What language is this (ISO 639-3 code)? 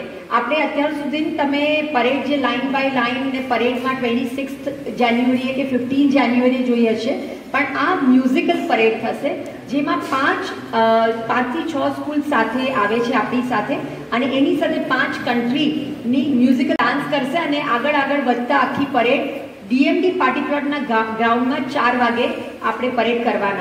guj